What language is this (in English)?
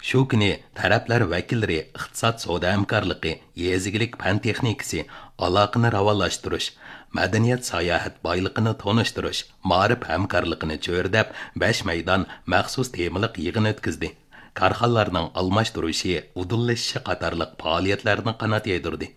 Uyghur